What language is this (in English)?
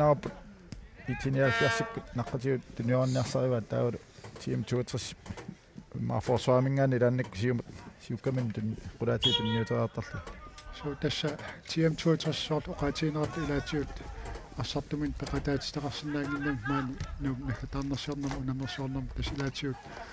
Kalaallisut